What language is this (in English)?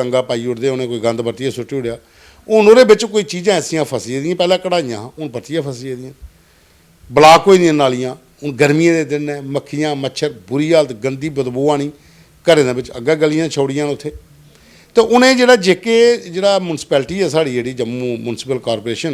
Dogri